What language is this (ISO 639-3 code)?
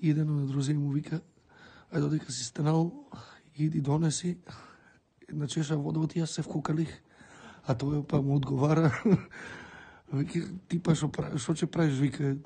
mkd